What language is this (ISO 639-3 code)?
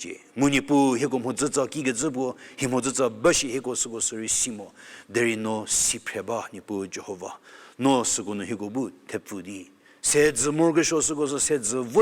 njm